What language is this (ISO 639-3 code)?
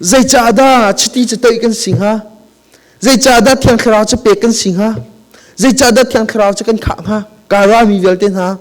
cnh